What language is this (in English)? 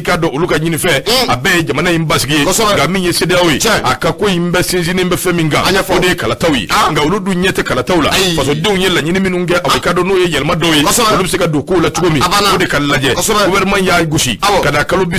Bambara